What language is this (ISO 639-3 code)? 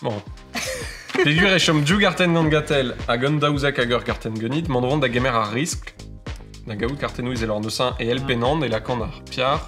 bre